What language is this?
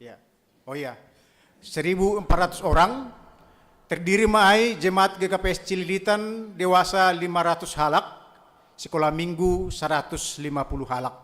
Batak Simalungun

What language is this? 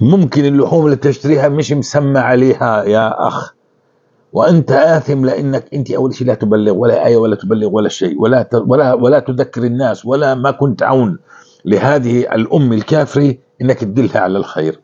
North Levantine Arabic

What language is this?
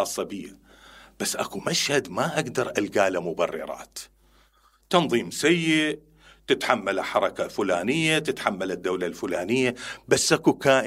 Mesopotamian Arabic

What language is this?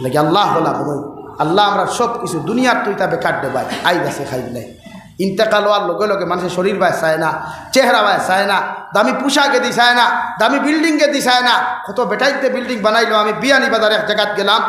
Sylheti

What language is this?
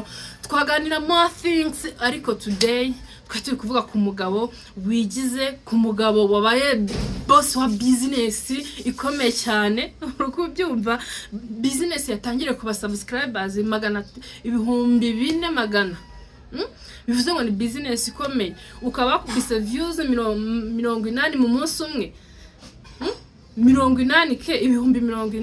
Kinyarwanda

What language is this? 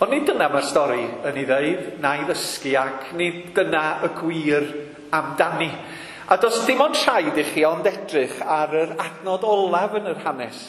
Welsh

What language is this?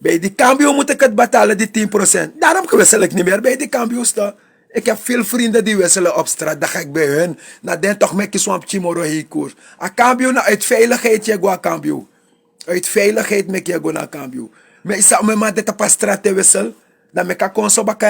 Sranan Tongo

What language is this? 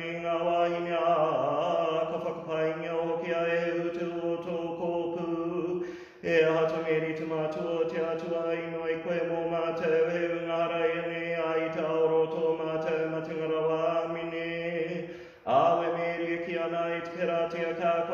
Māori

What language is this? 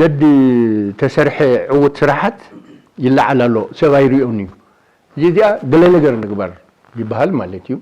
Tigrinya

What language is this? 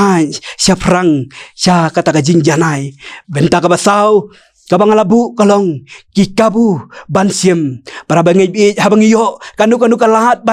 Khasi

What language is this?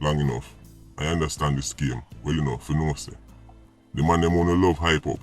Jamaican Creole English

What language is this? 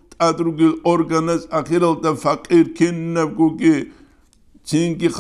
Avaric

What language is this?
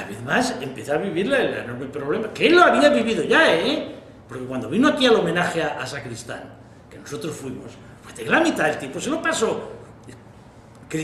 Spanish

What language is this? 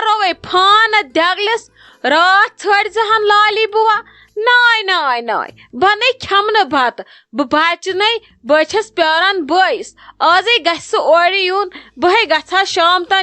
Kashmiri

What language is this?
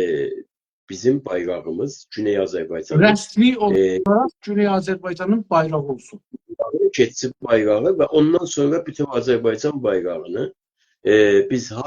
South Azerbaijani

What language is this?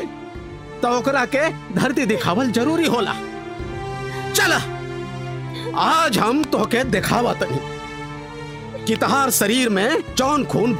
Bhojpuri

